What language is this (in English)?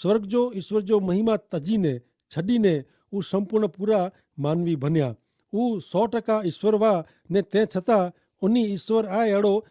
Kachhi